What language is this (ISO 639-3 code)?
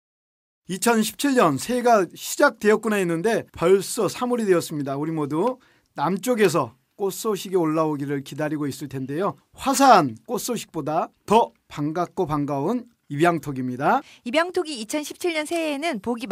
kor